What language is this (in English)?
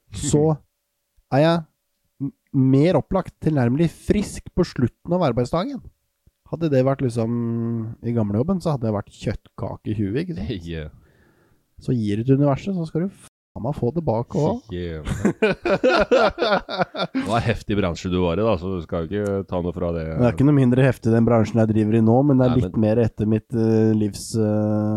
Norwegian